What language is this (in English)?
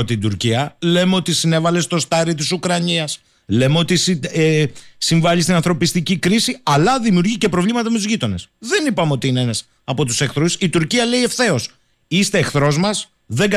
Greek